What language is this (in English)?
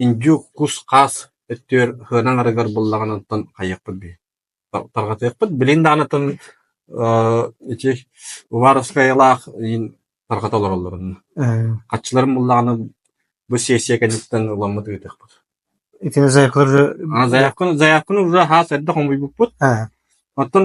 Yakut